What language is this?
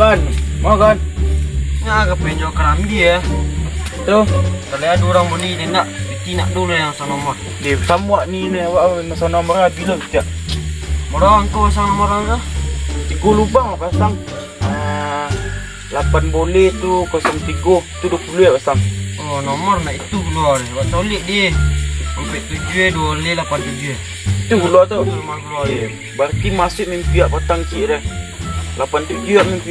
Minangkabau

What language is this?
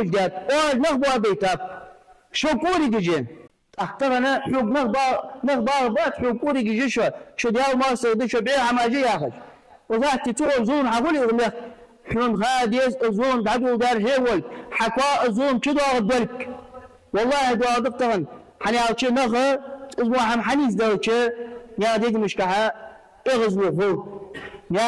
Ingush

